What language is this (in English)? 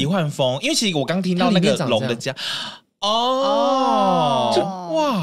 Chinese